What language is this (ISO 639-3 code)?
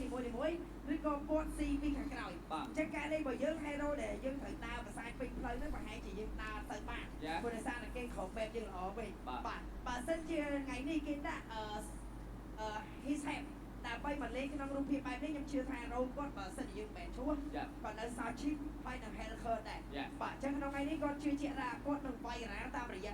khm